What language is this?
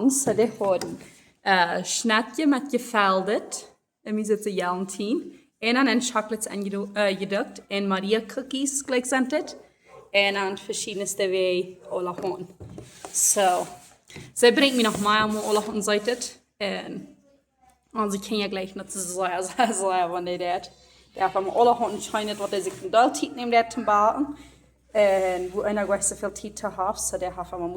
Plautdietsch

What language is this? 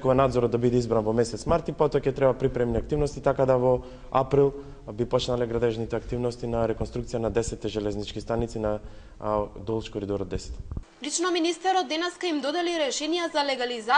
Macedonian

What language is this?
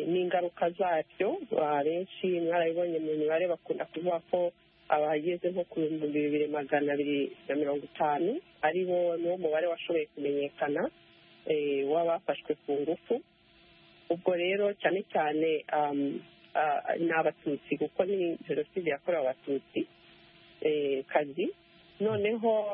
Kinyarwanda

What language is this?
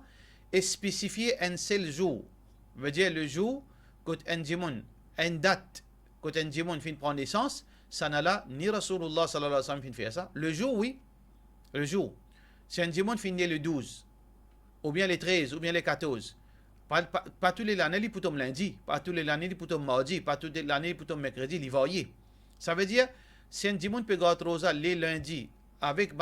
Morisyen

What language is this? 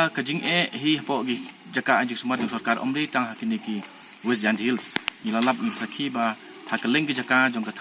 Khasi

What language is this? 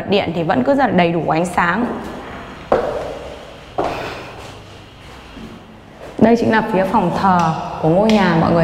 Vietnamese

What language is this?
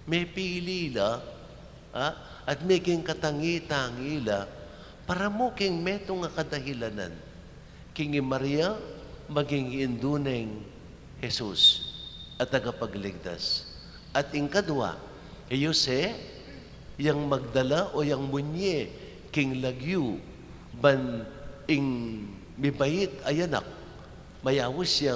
Pampanga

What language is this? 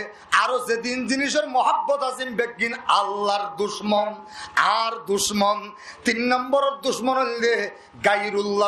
Rohingya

